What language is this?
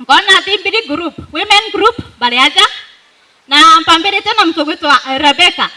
Meru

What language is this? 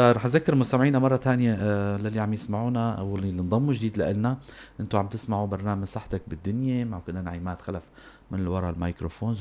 North Levantine Arabic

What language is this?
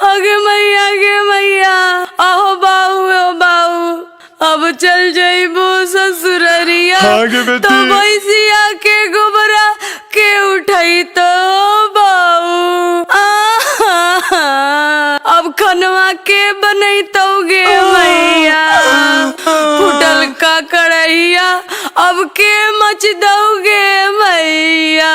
Magahi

